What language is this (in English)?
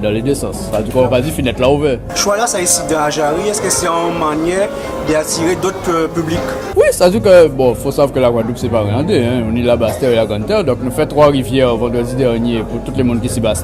Guadeloupean Creole French